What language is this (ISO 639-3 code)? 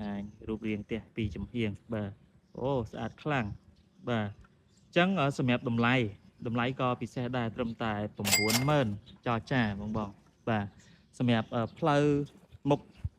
khm